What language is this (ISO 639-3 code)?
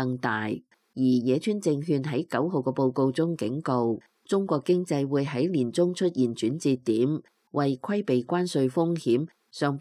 yue